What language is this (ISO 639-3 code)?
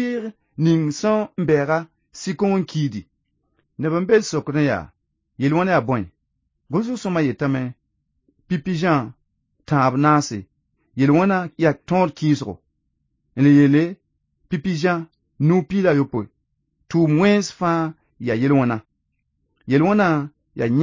mos